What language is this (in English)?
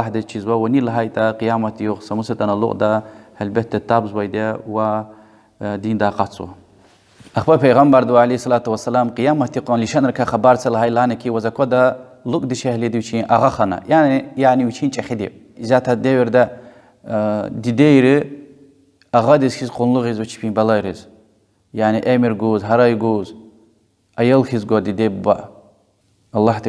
Lezghian